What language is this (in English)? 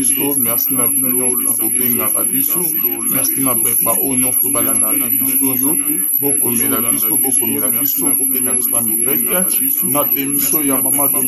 Lingala